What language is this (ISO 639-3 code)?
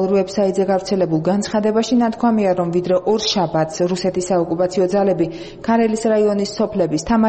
kat